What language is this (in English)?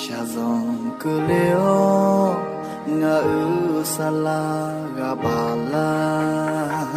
Akha